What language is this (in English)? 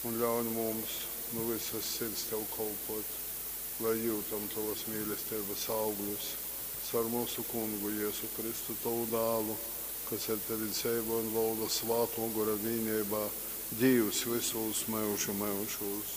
Latgalian